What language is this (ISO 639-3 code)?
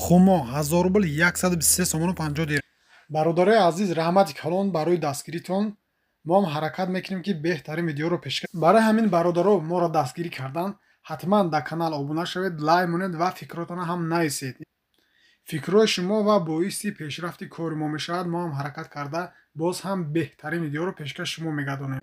tgk